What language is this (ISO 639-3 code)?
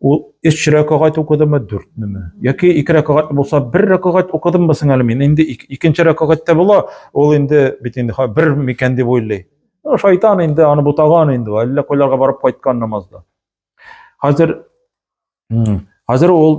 tat